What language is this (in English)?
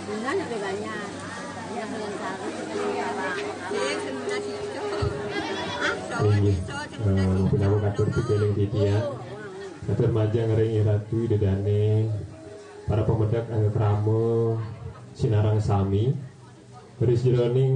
Balinese